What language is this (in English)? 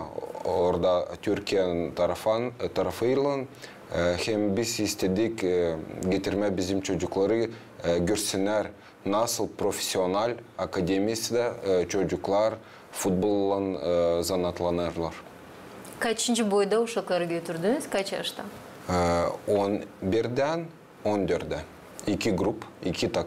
Gagauz